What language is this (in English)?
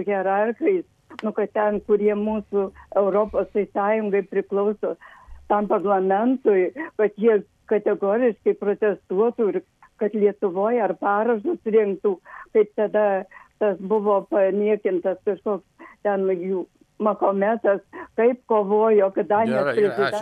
Lithuanian